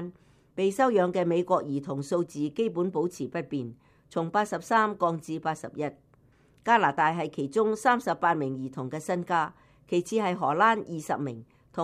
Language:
Cantonese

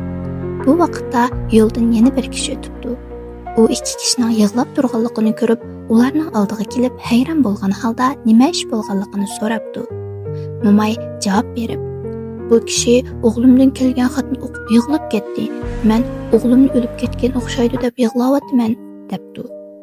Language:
Uyghur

